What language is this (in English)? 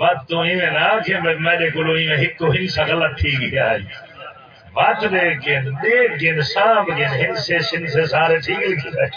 Saraiki